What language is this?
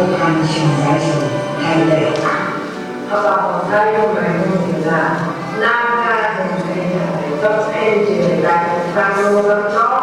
Phom Naga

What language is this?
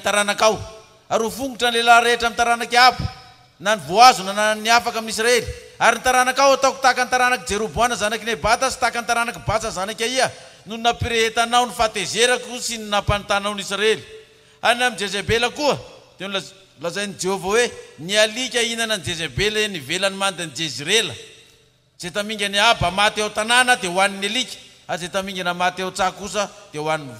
Malagasy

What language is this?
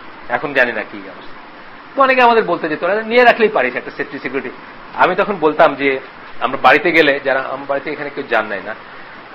Bangla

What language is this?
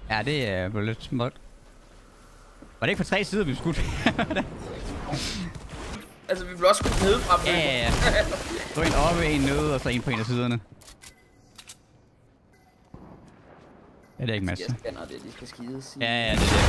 Danish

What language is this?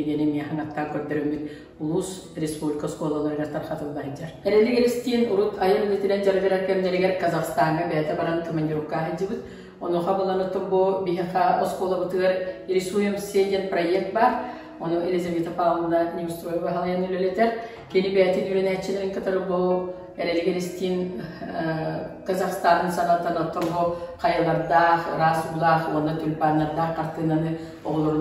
Yakut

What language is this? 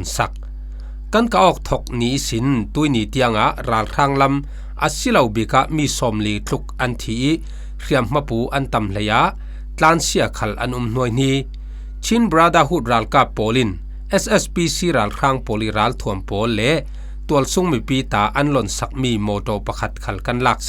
Falam Chin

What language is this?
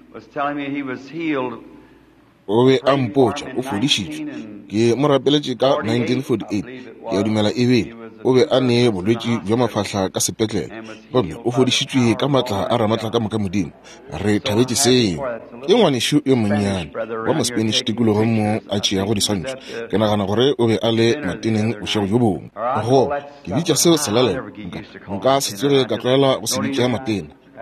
Northern Sotho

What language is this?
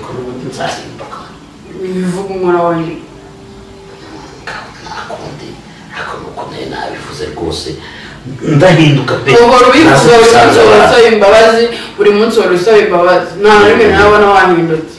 Kinyarwanda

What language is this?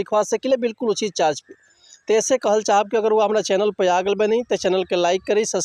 Bhojpuri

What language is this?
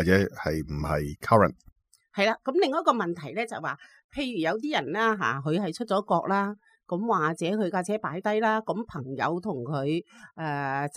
Cantonese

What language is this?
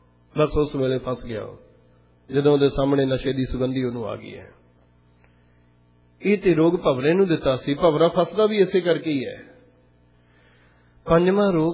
Punjabi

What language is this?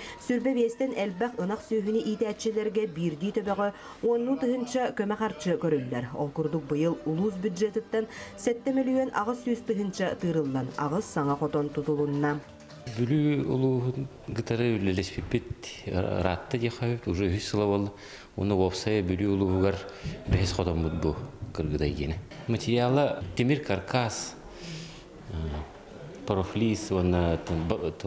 Yakut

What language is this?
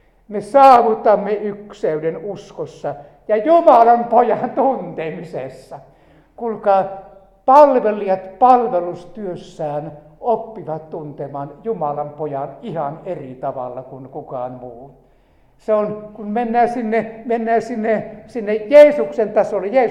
Finnish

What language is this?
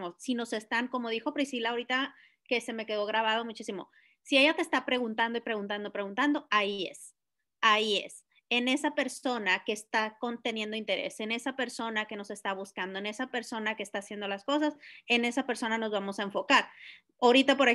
Spanish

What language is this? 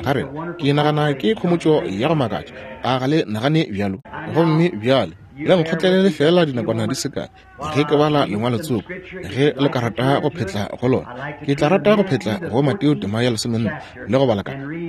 Northern Sotho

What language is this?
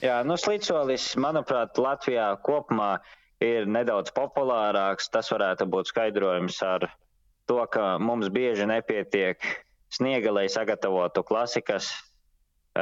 Latvian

